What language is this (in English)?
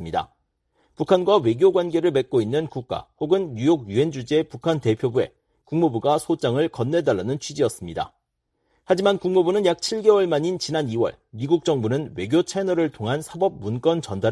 Korean